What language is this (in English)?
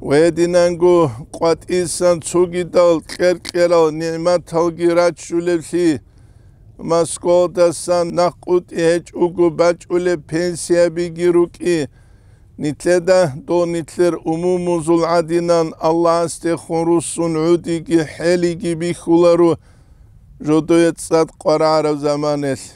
Avaric